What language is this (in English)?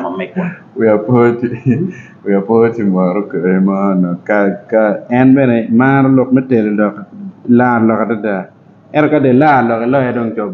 Acoli